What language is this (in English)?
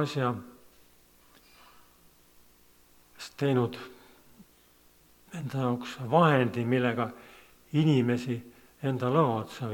Estonian